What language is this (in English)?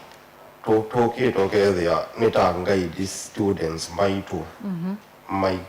Kamba